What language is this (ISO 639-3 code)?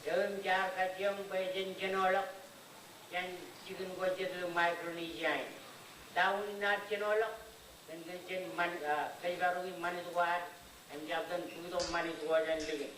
mah